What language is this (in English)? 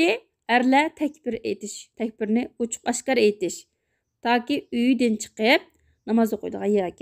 Uyghur